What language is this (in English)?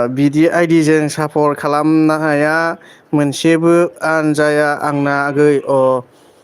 Bodo